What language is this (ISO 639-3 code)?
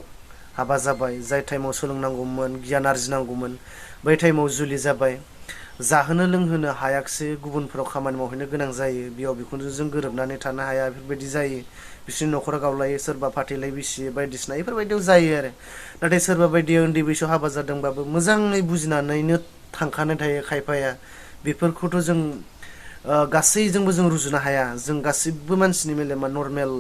brx